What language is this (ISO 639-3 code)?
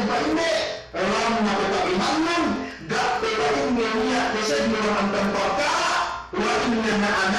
yka